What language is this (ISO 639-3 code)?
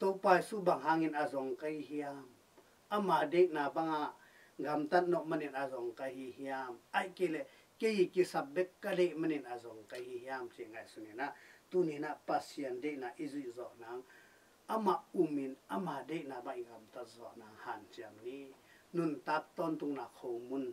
ctd